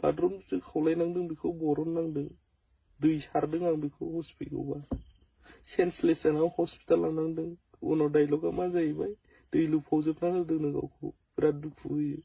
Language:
Bodo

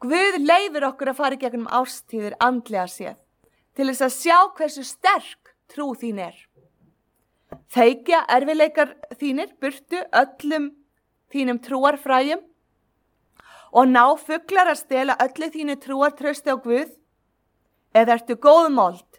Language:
Icelandic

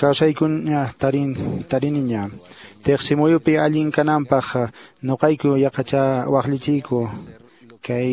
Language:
Quechua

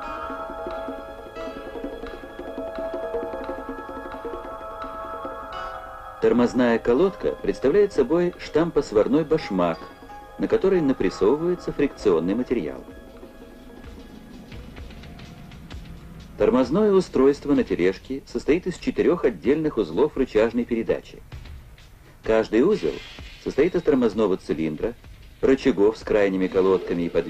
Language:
Russian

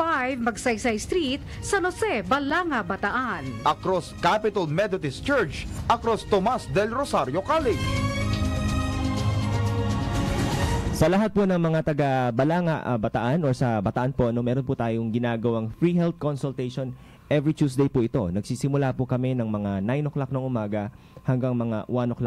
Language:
Filipino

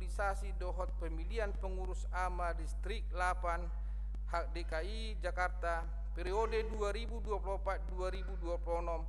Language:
Batak Toba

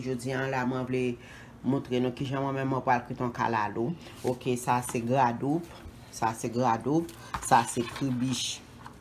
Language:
Haitian Creole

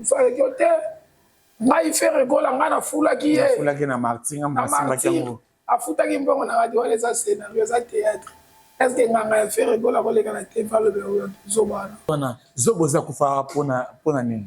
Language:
Lingala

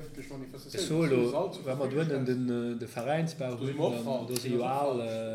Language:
Luxembourgish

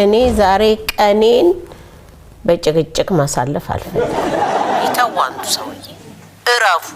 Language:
Amharic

